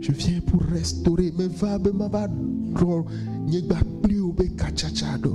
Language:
Ewe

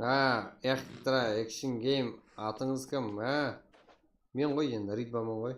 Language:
Kara-Kalpak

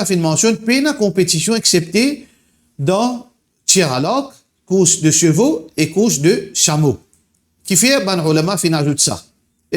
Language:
Morisyen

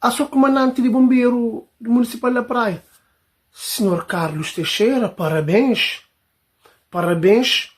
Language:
Kabuverdianu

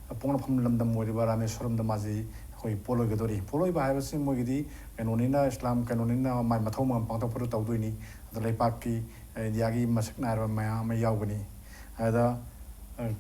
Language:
Manipuri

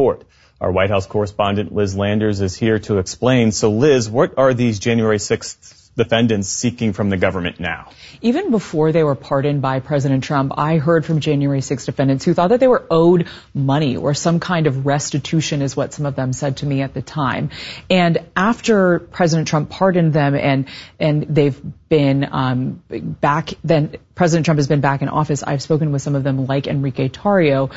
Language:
English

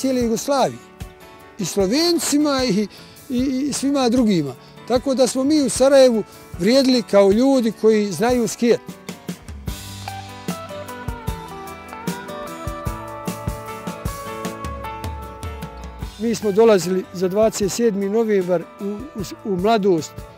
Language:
Bosnian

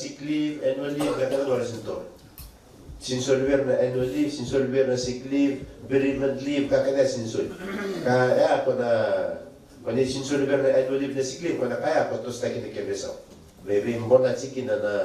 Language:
Fijian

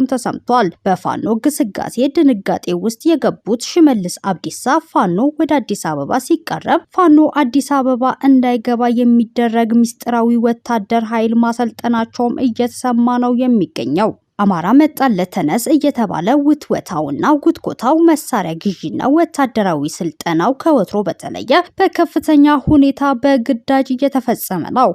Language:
Amharic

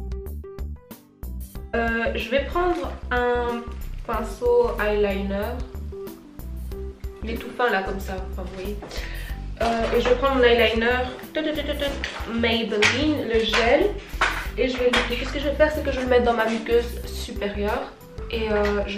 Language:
French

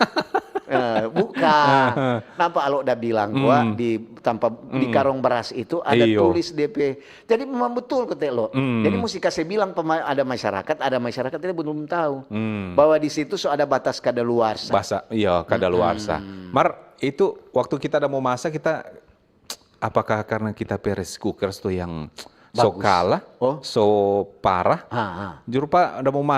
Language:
Manado Malay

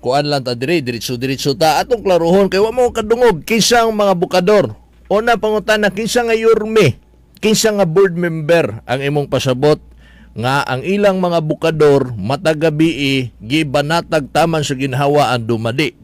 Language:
Cebuano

